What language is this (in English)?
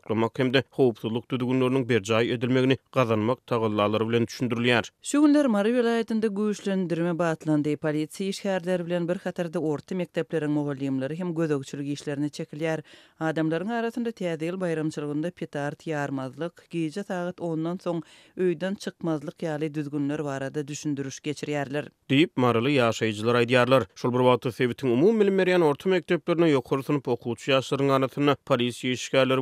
Turkmen